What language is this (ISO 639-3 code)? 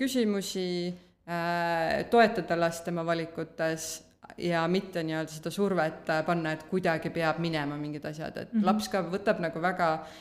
est